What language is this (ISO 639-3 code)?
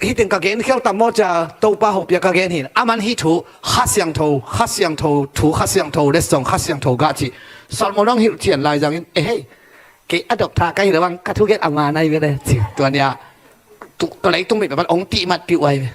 ctd